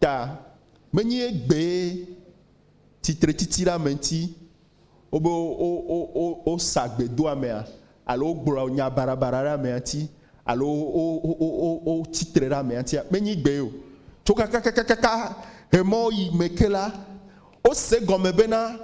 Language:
Ewe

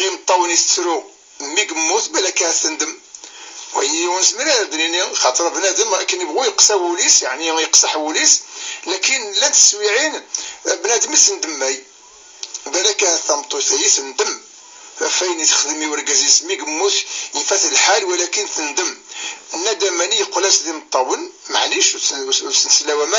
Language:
Kabyle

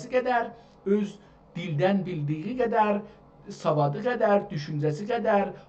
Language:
South Azerbaijani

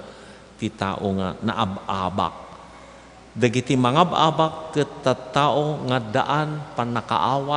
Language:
Iloko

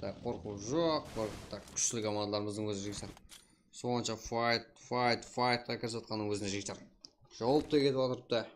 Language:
Kara-Kalpak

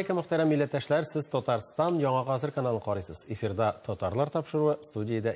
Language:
Tatar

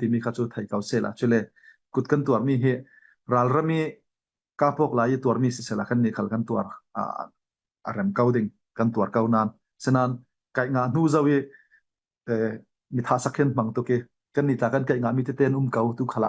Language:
Falam Chin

